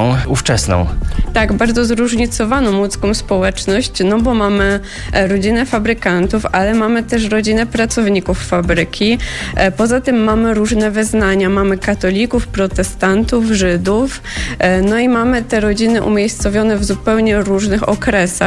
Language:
Polish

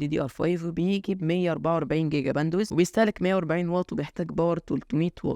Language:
Egyptian Arabic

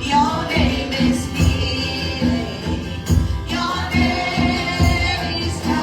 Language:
Konkani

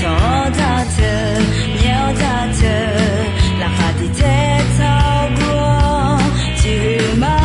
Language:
Akha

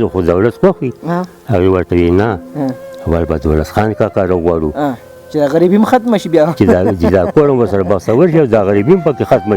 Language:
Pashto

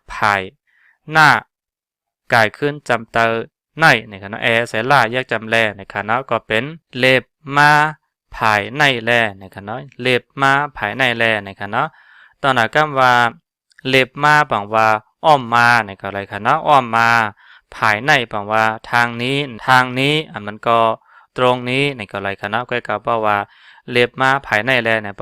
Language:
Shan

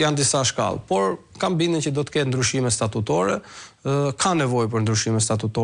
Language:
Albanian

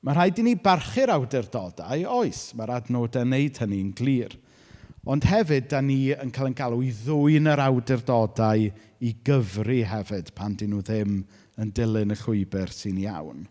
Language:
Welsh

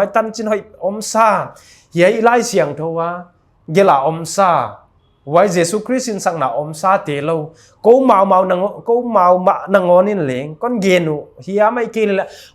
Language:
Paite Chin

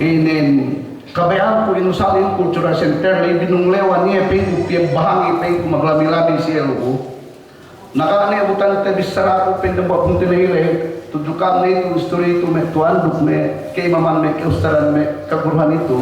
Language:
Yakan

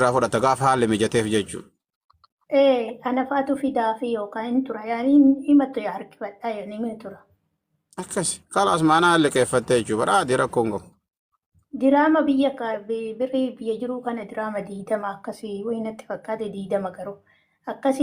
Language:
Oromo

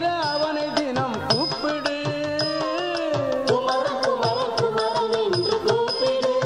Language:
Tamil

